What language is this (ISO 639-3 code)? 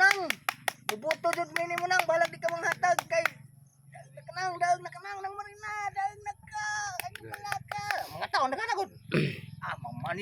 ceb